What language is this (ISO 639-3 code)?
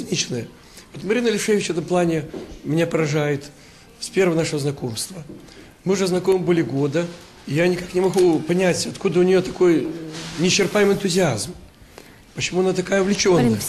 rus